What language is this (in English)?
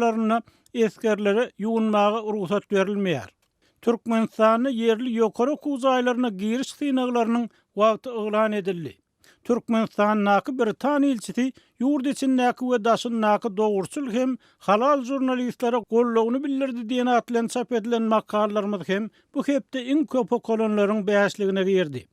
Turkmen